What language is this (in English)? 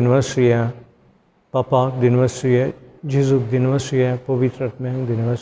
Konkani